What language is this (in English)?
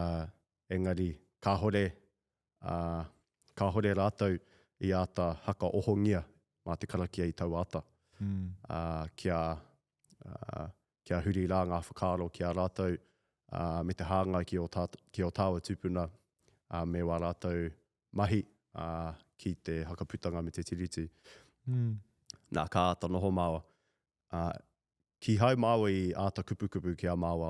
Māori